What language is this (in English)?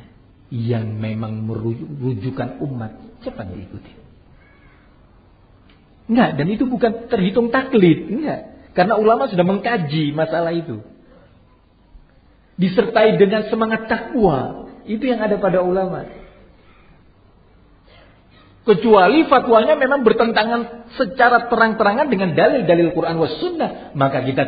Indonesian